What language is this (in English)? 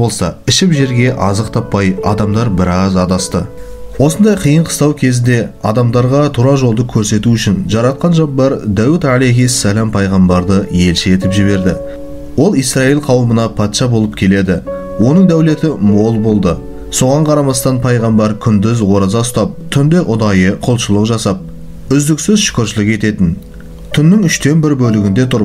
Kazakh